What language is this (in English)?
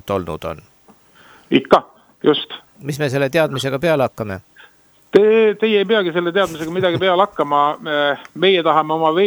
Estonian